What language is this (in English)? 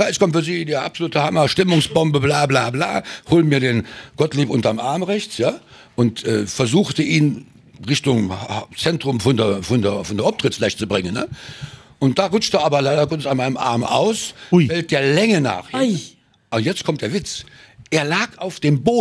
Luxembourgish